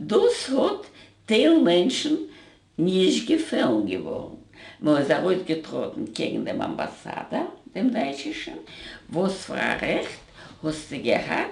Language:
Yiddish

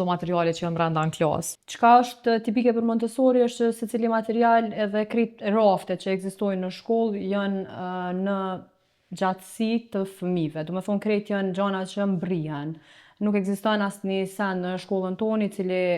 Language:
Albanian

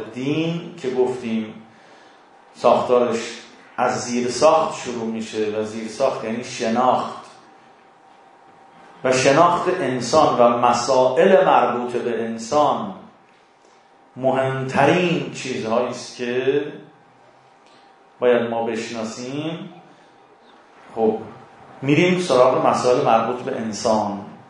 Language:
Persian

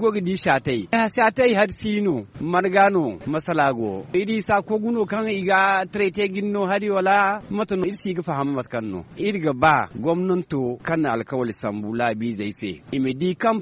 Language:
Zarma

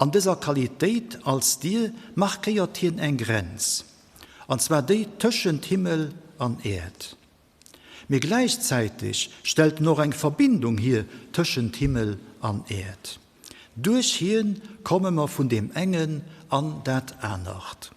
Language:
Luxembourgish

